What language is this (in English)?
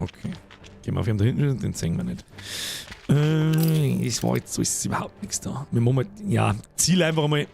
Bavarian